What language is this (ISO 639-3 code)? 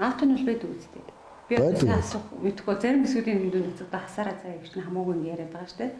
mon